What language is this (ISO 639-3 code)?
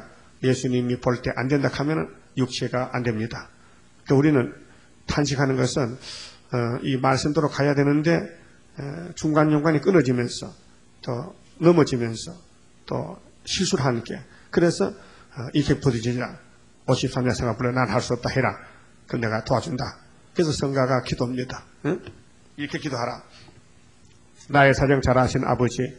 kor